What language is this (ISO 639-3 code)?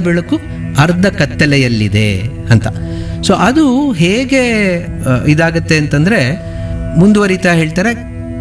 kan